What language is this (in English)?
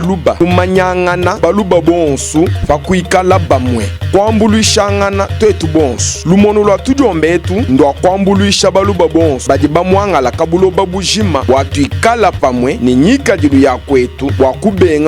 Luba-Lulua